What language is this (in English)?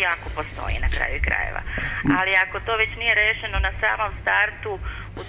Serbian